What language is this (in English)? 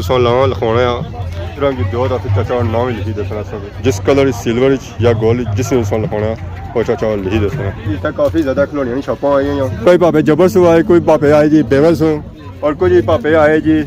Pahari-Potwari